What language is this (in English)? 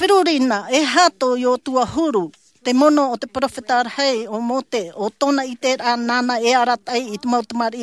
Tahitian